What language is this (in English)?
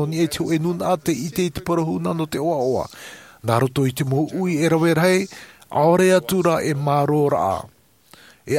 Tahitian